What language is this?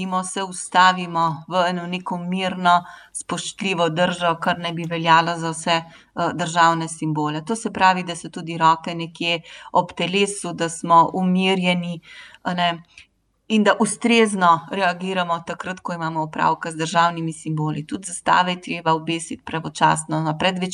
Slovenian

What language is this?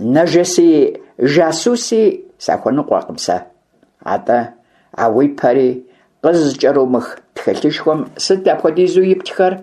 Kabardian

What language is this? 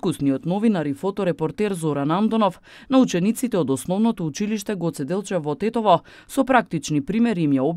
Macedonian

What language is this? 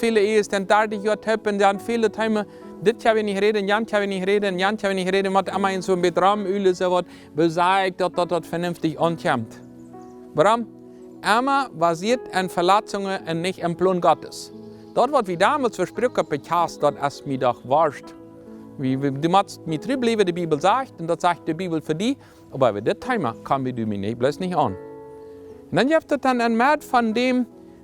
Plautdietsch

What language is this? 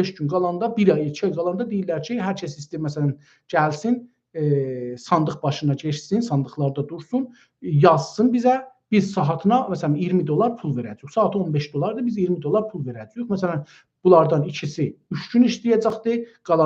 South Azerbaijani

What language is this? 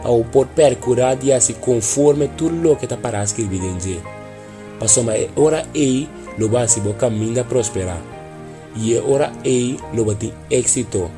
Papiamento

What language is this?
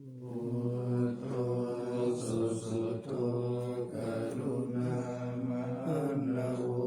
Pali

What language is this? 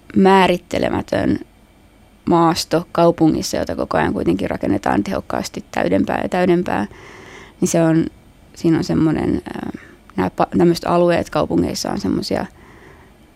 Finnish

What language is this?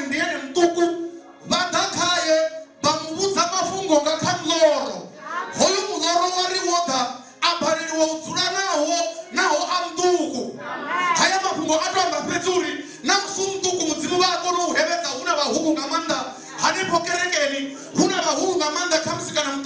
Venda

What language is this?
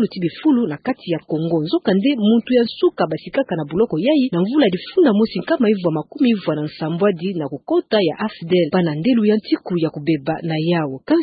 Kituba (Democratic Republic of Congo)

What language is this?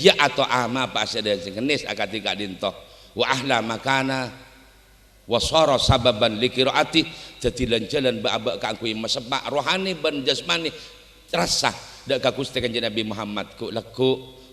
Madurese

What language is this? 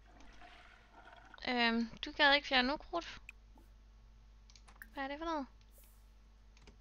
Danish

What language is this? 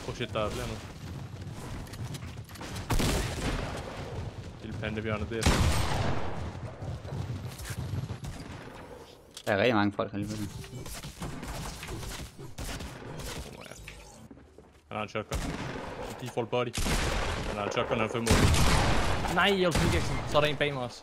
Danish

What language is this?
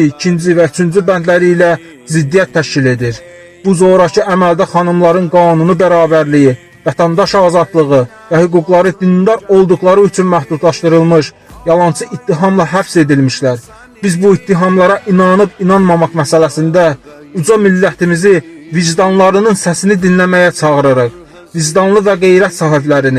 Azerbaijani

